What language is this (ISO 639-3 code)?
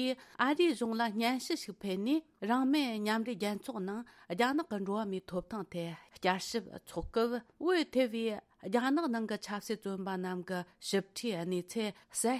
bod